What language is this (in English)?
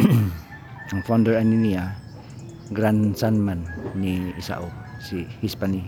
Cebuano